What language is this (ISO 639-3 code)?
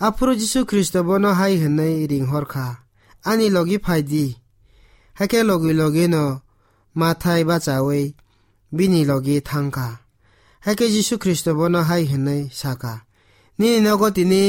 trp